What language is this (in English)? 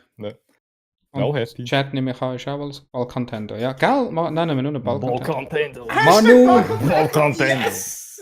Swiss German